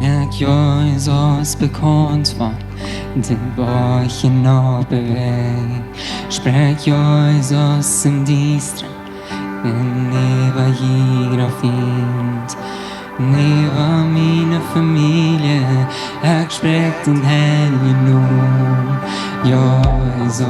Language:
Plautdietsch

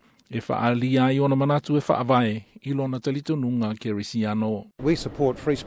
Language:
Samoan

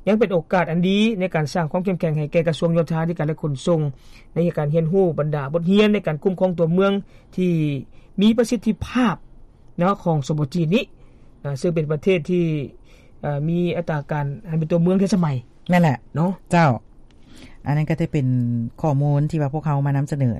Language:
Lao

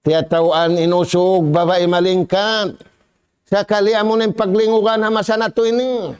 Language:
Tausug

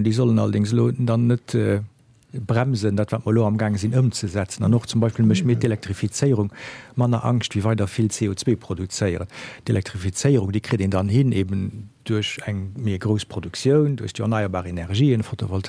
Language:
Luxembourgish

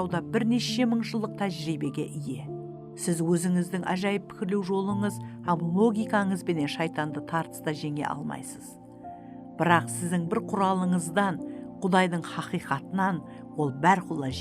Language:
Kara-Kalpak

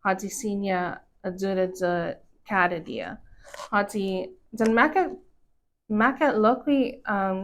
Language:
Chamorro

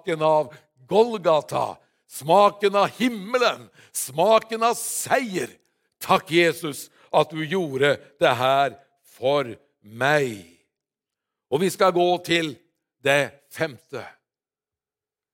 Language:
Norwegian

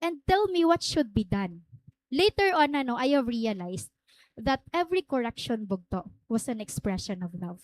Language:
Waray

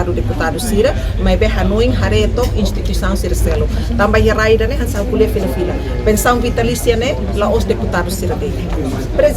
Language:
Tetum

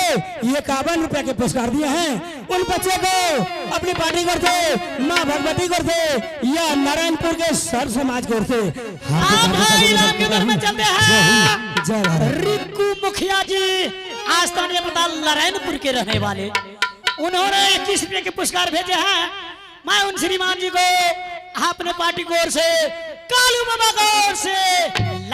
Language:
Angika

